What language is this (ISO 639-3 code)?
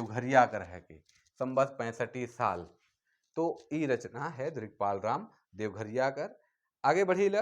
sck